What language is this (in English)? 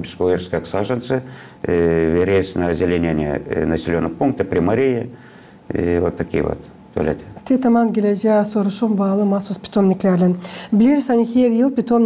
Gagauz